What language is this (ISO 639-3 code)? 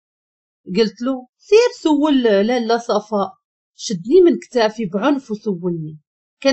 ary